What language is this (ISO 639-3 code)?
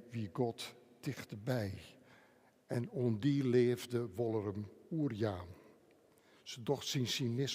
fry